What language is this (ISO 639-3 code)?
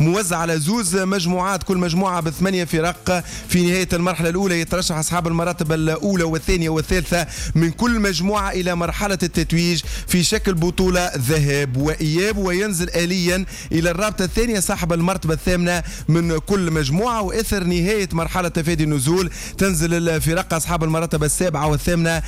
aeb